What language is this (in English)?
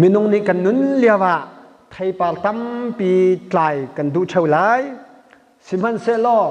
Hakha Chin